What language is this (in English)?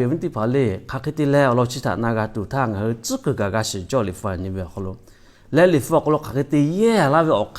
Lahu